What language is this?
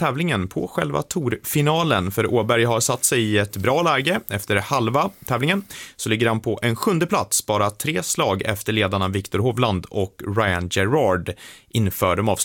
Swedish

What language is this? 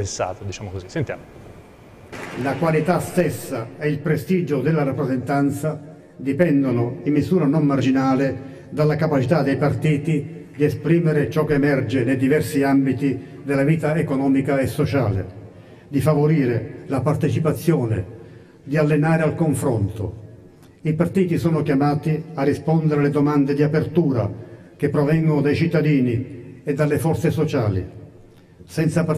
Italian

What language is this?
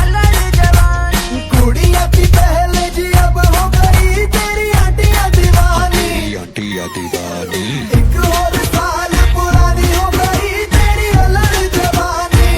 Chhattisgarhi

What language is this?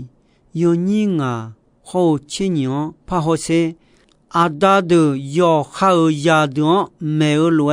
Akha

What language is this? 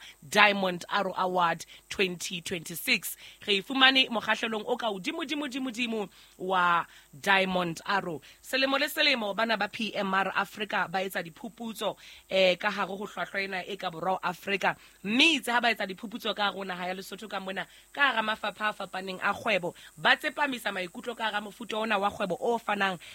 Southern Sotho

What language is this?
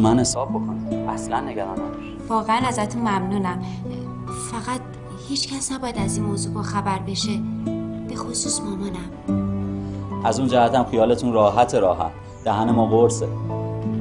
Persian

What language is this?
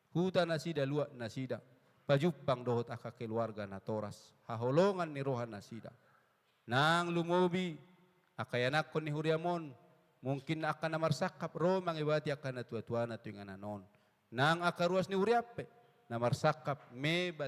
Batak Toba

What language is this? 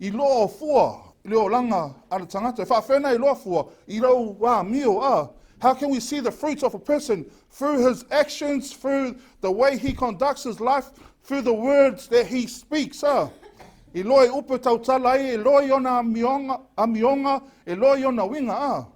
Samoan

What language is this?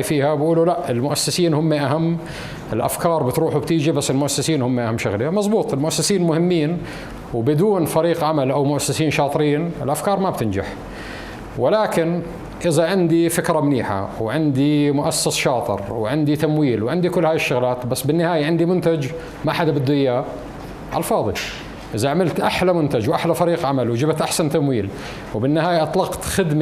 North Levantine Arabic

